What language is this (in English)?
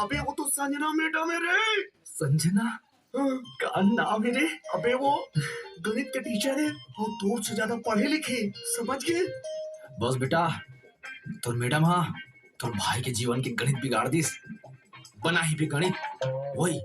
Chhattisgarhi